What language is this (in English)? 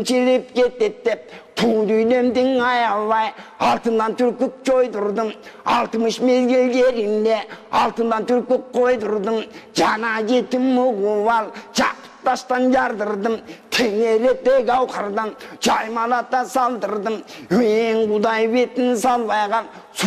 Kyrgyz